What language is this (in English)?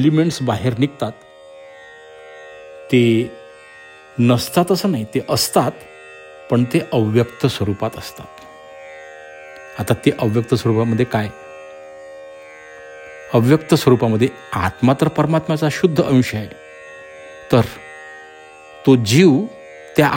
Marathi